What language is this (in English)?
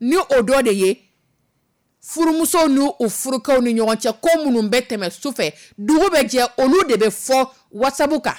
Dyula